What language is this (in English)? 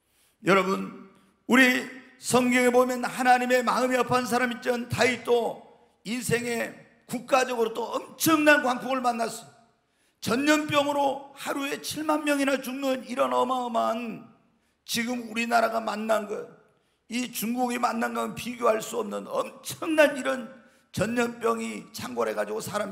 Korean